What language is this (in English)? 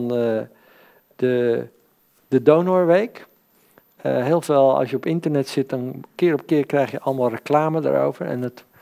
Dutch